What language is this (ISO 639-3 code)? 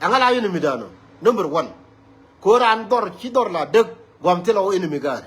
nus